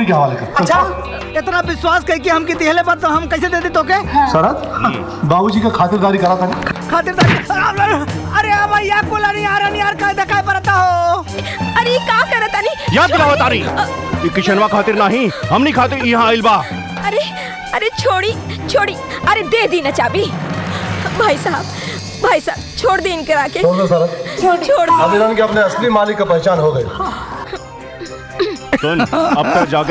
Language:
Bhojpuri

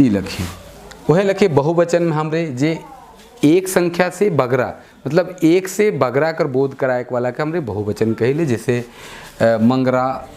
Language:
Sadri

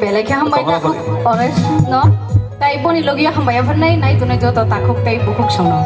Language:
Kok Borok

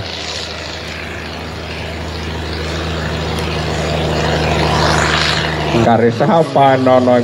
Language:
Finnish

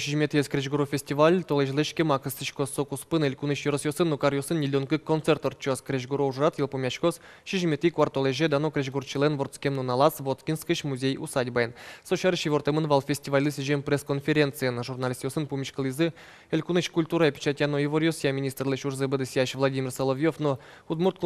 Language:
Udmurt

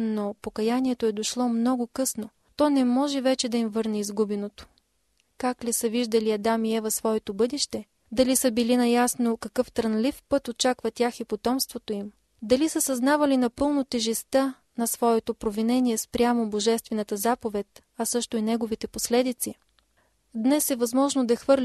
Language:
Bulgarian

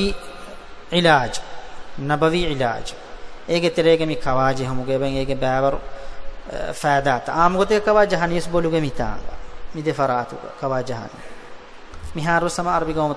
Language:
Divehi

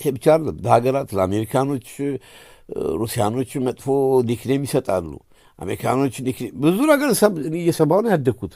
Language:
Amharic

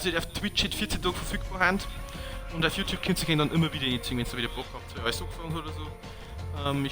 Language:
Bavarian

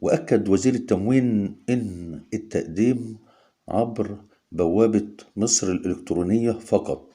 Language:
Egyptian Arabic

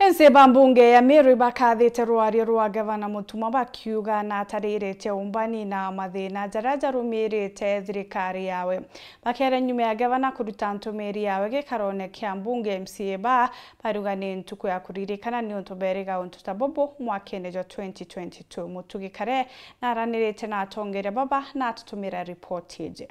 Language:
Meru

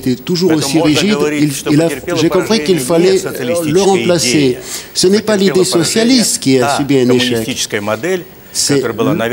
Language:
French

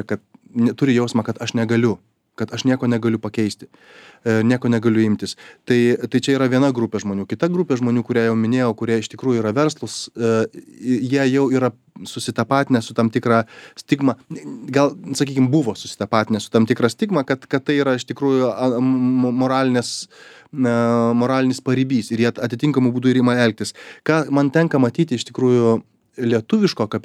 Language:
Lithuanian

